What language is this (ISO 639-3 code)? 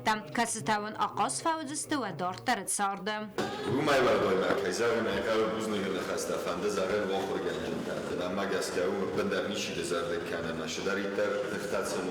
oss